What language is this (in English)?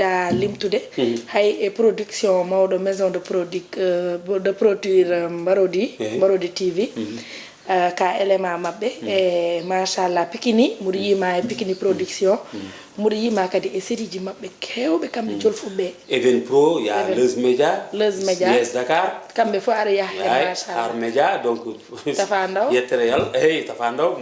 Fula